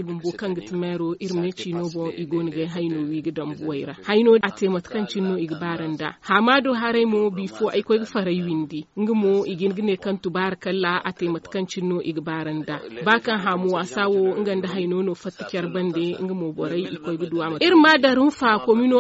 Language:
Zarma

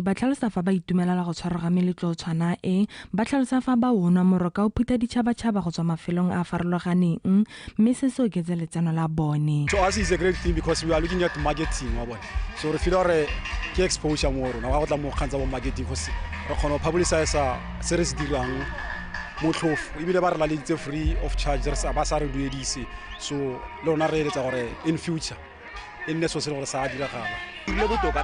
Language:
Tswana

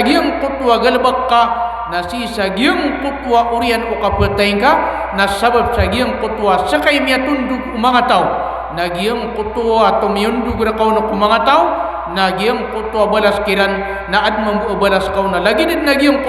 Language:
Maranao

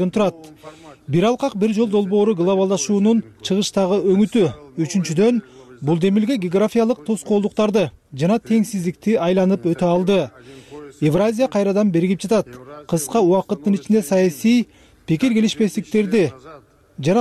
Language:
Kyrgyz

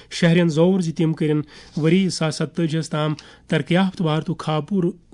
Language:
Kashmiri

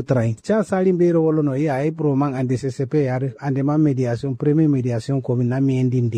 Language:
Kanuri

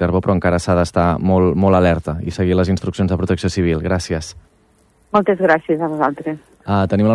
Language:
Catalan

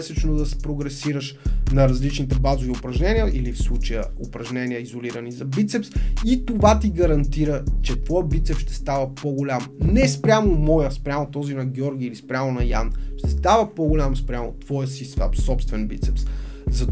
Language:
Bulgarian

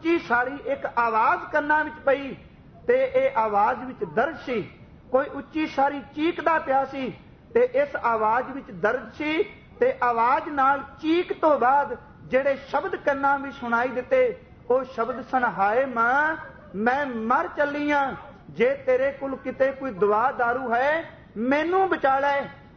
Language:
Punjabi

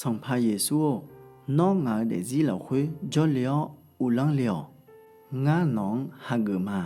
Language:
Akha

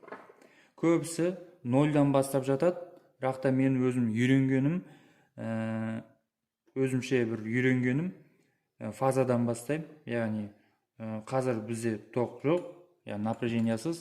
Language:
Kazakh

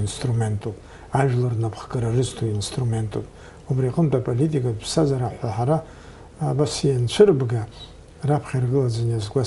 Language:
Abkhazian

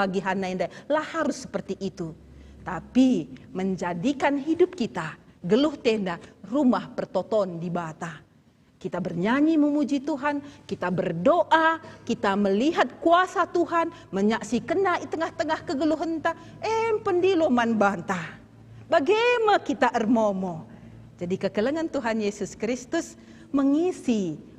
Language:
Batak Karo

